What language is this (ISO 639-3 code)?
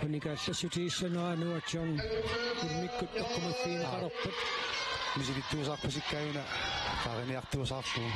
kal